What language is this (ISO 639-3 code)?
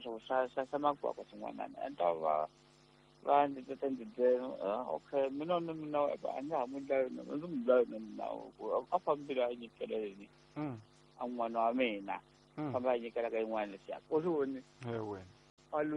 tso